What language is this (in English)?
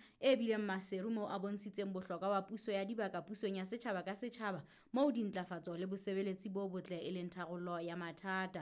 Southern Sotho